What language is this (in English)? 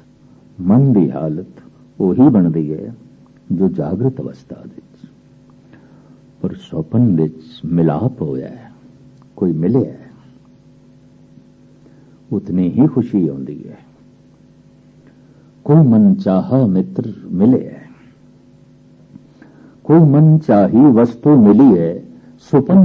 Punjabi